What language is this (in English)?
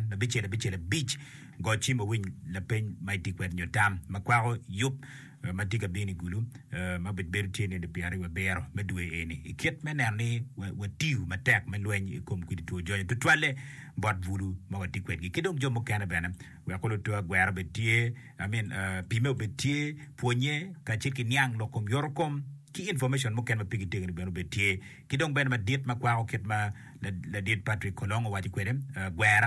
Acoli